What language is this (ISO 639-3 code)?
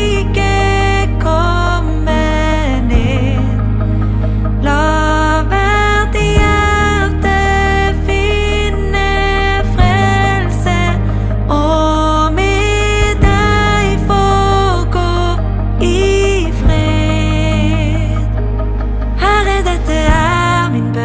nor